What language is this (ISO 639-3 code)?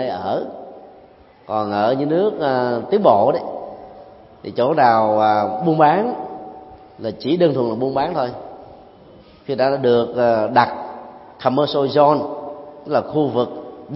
vie